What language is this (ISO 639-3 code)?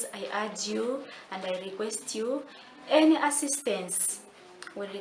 nyn